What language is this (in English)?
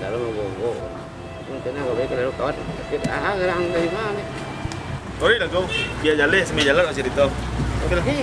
Minangkabau